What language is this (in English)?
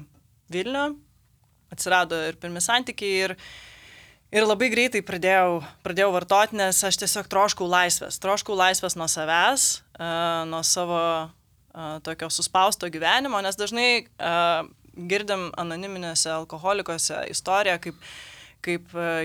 Lithuanian